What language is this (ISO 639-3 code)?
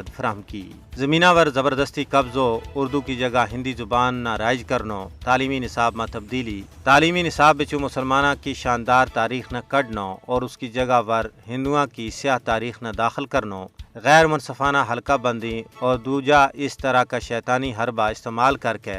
gju